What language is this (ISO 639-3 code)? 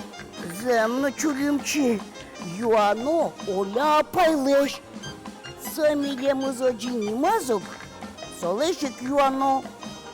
udm